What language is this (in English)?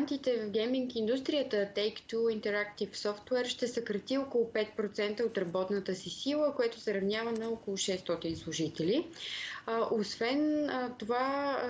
Bulgarian